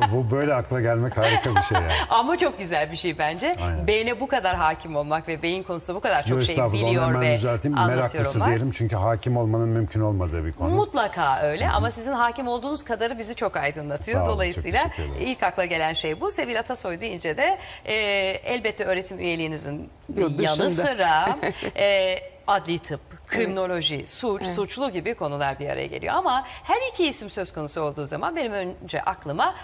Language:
Turkish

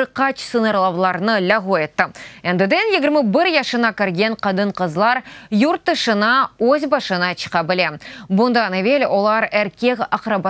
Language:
Crimean Tatar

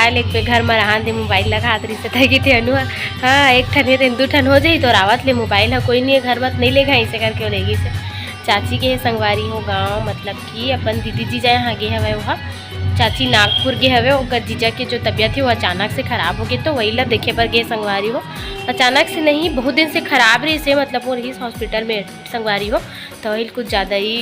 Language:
Chhattisgarhi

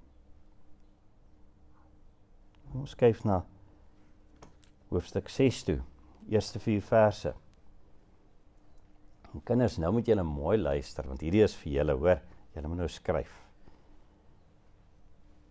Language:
Afrikaans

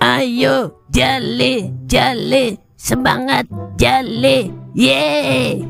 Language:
Betawi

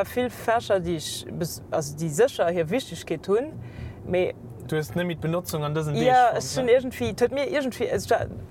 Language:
Luxembourgish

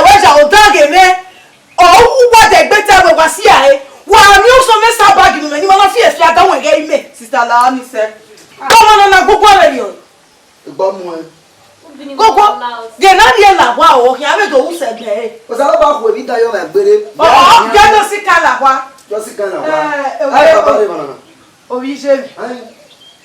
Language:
Bini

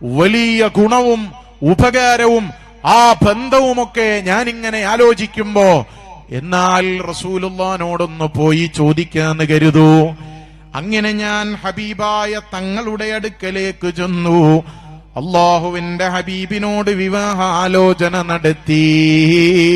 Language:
Malayalam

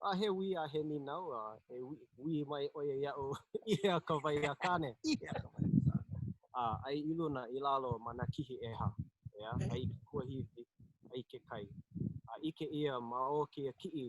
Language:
Hawaiian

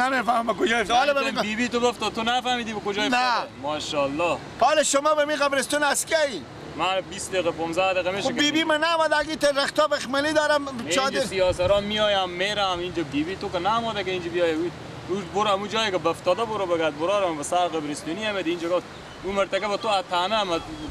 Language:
Persian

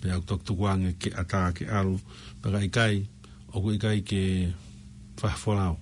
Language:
Tongan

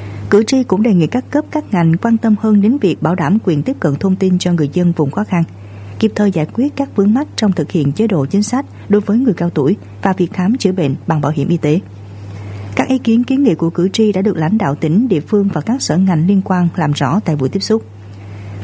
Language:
Vietnamese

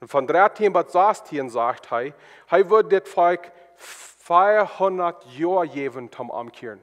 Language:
Plautdietsch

